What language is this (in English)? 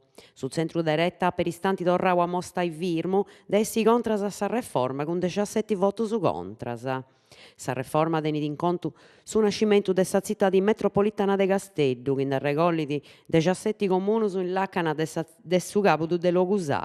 Sardinian